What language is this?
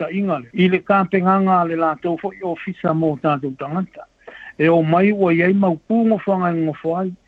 Samoan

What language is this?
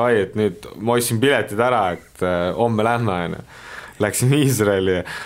Estonian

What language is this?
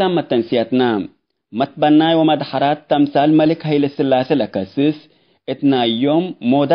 Tigre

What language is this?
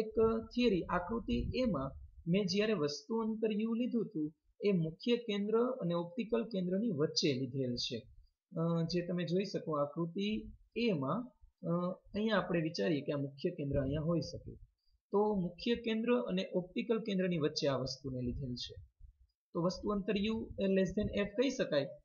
Gujarati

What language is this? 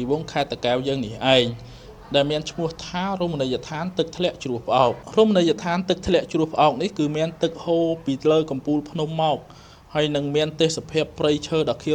Khmer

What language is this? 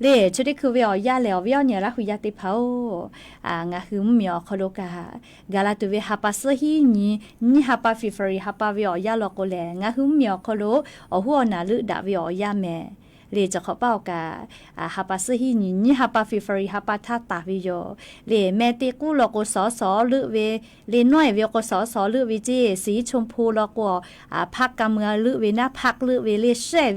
Lahu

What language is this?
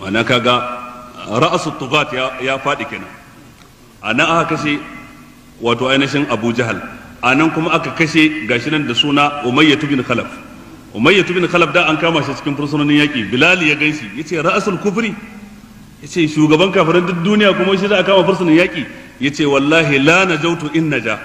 Hausa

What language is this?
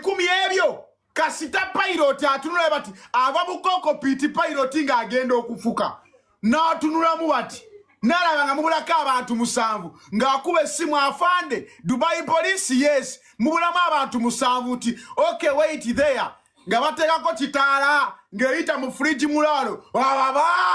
Ganda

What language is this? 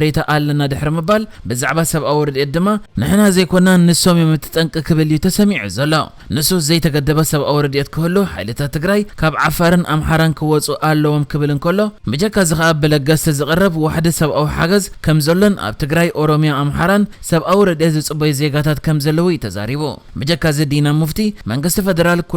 Tigrinya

